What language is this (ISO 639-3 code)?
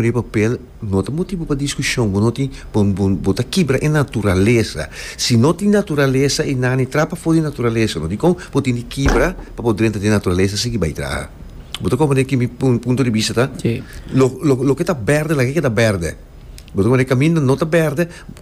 pap